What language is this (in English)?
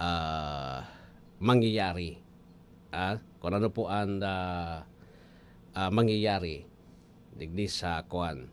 Bikol